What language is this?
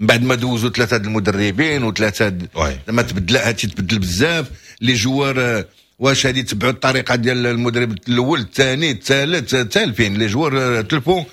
Moroccan Arabic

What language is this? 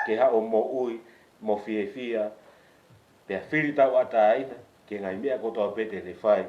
Tongan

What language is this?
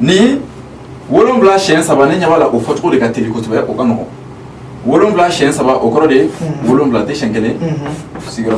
Bambara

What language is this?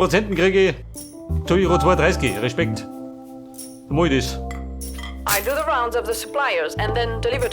Bavarian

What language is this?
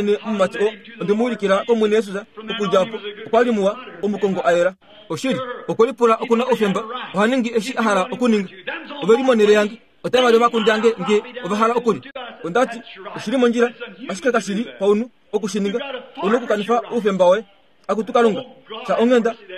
Kuanyama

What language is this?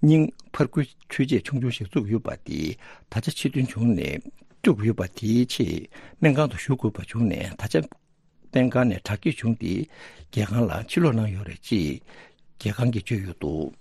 Tibetan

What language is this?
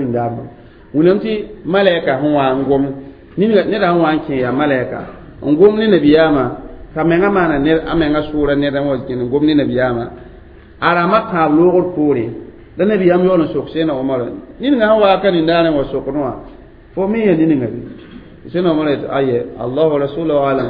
Mossi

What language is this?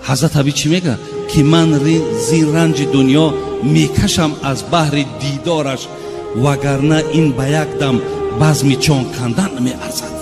Tajik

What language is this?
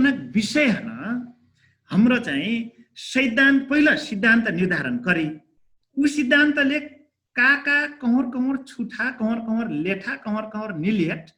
Dangaura Tharu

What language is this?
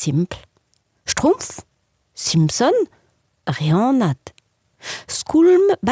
Breton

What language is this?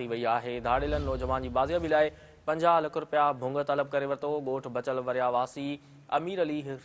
Sindhi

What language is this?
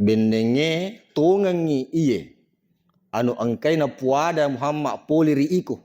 Buginese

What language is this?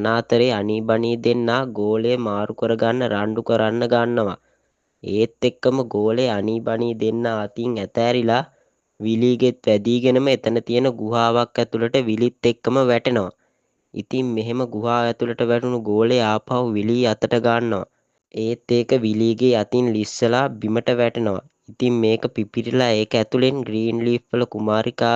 Sinhala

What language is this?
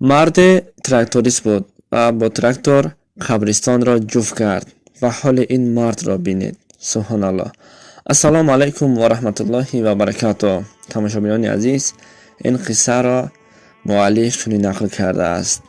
Tajik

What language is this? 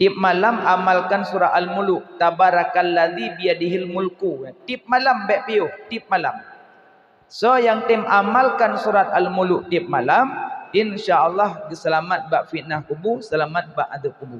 Achinese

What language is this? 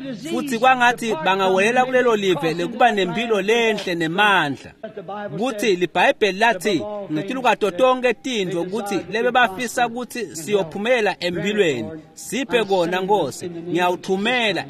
Swati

